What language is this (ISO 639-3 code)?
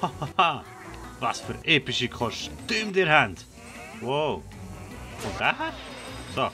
gsw